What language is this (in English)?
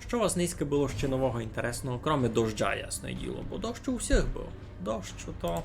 Rusyn